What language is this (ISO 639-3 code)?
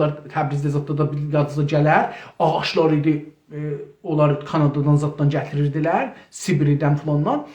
azb